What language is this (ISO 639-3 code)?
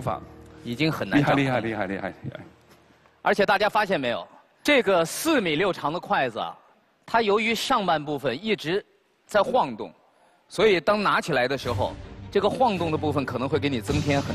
zho